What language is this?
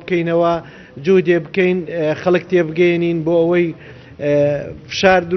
Central Kurdish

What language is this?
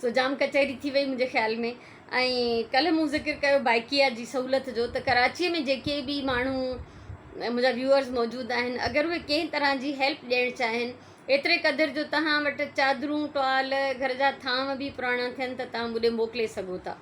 Sindhi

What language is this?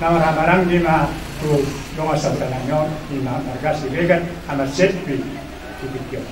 Batak Toba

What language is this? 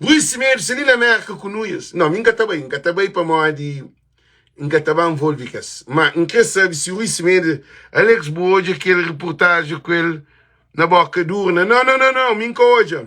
Kabuverdianu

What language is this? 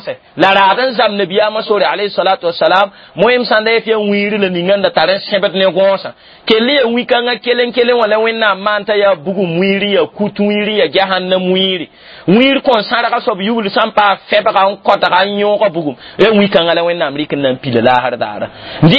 Mossi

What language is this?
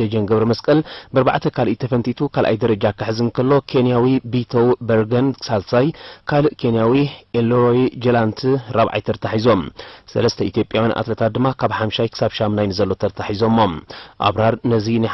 Tigrinya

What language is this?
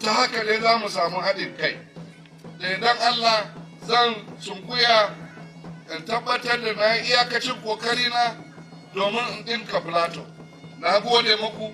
Hausa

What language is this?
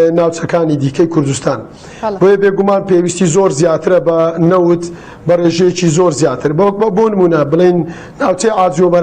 Central Kurdish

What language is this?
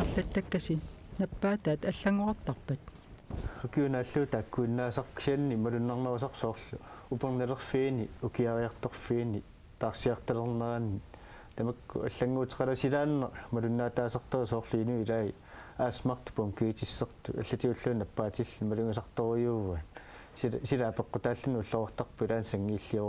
Kalaallisut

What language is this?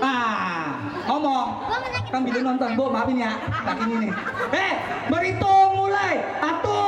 Betawi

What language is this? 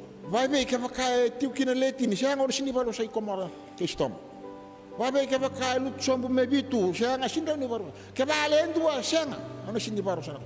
Fijian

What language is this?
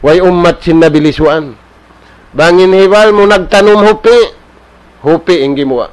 Tausug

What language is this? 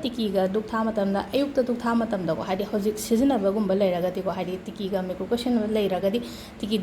Manipuri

